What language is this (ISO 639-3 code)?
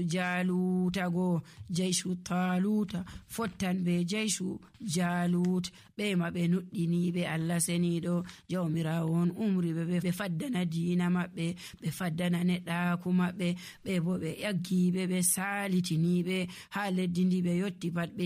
fuv